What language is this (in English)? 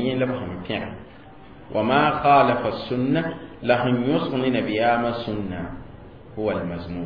Mossi